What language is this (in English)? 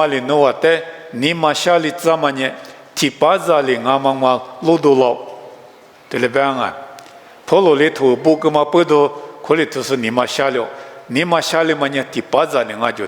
Lisu